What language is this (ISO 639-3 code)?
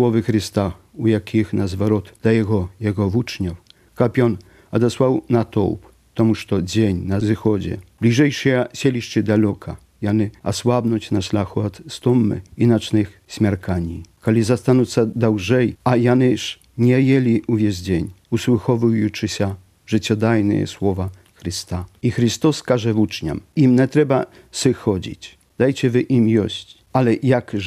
bel